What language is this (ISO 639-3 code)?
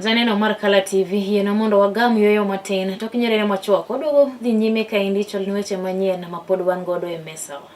luo